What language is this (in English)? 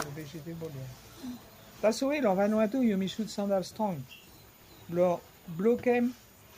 Bislama